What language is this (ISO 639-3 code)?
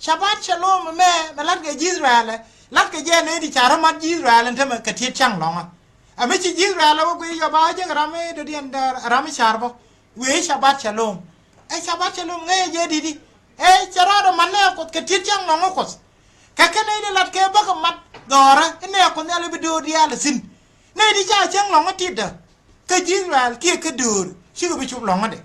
nus